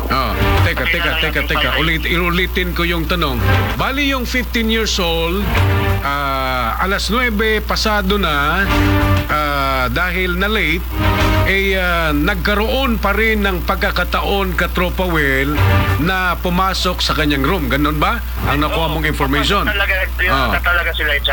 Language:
Filipino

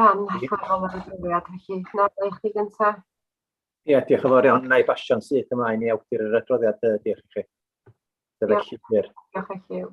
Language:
Welsh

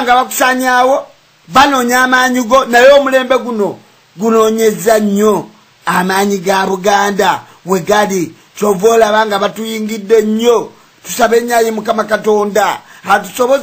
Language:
Ganda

